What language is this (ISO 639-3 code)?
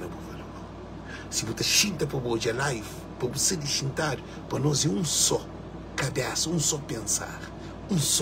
kea